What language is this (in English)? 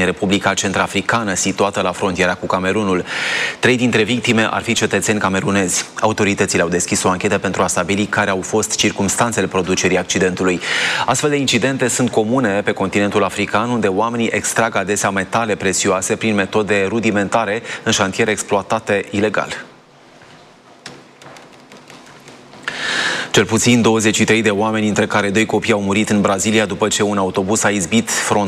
Romanian